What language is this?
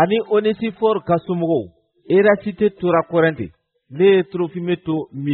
Bambara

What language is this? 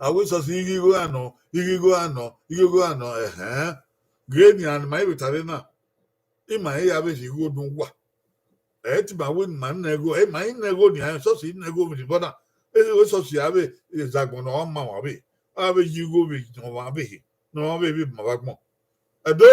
Bini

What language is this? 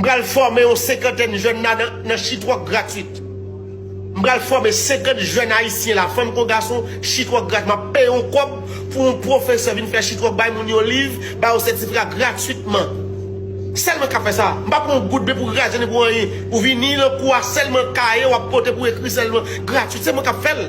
Haitian Creole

